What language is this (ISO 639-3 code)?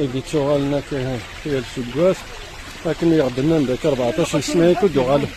kab